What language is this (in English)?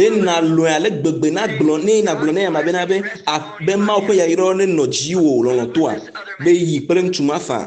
Ewe